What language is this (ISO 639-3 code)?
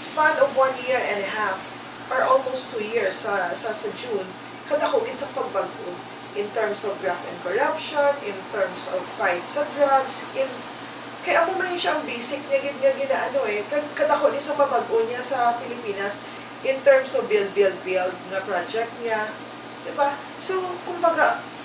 hil